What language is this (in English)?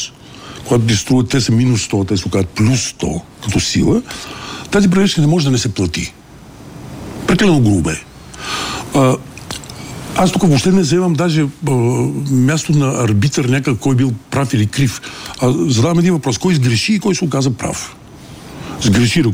Bulgarian